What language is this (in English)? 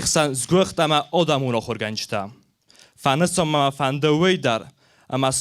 Ossetic